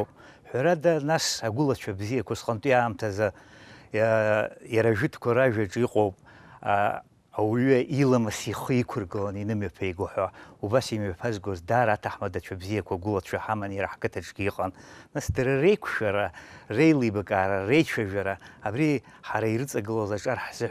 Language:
Abkhazian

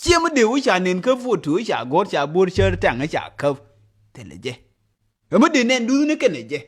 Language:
Nuer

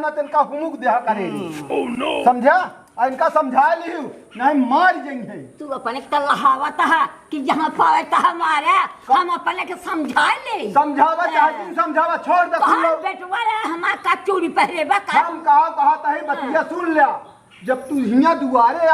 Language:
Awadhi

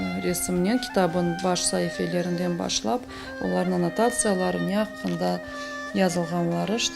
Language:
Crimean Tatar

